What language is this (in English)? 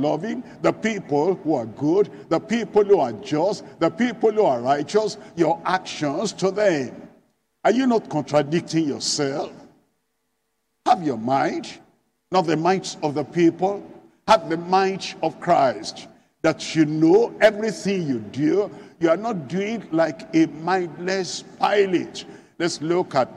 English